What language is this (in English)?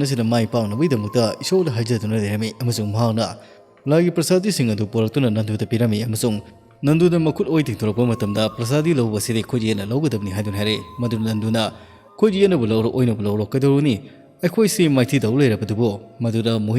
Manipuri